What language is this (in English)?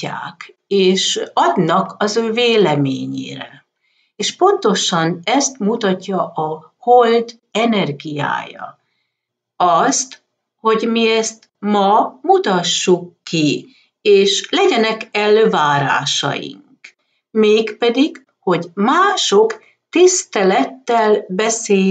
Hungarian